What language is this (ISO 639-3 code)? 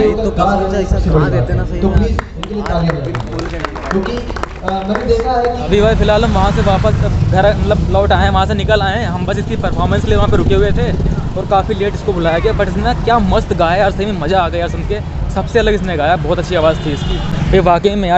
hin